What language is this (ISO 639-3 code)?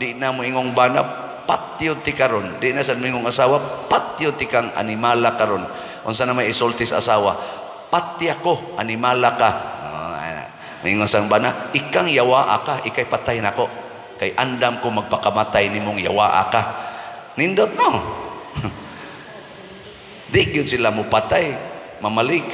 ceb